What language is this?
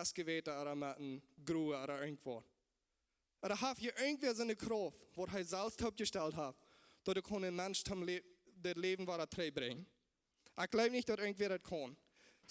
Plautdietsch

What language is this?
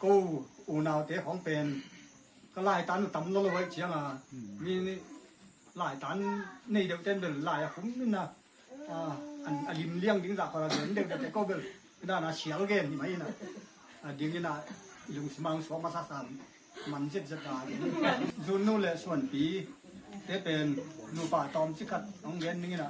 Tedim Chin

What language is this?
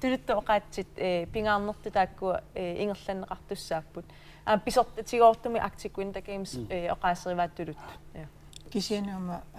Kalaallisut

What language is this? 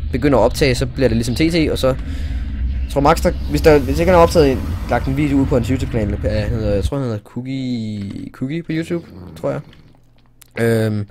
Danish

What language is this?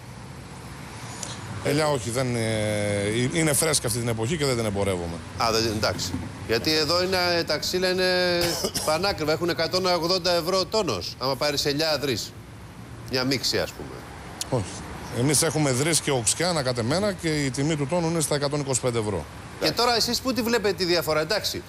Greek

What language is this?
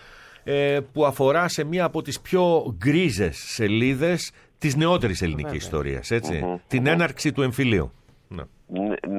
Greek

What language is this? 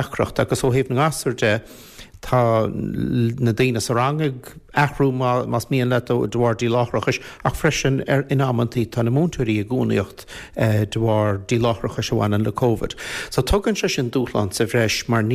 Irish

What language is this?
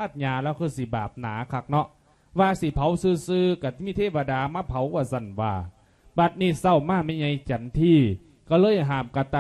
Lao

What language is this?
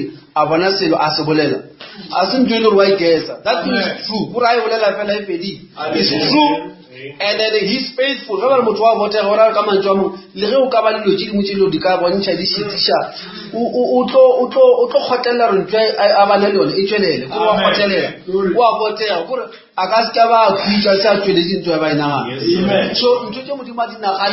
Northern Sotho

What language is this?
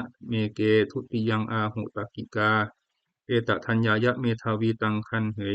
Pali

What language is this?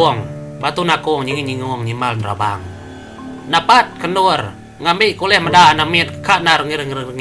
Iban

